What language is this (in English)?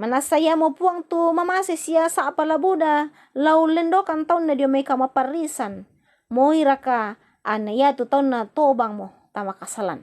Toraja-Sa'dan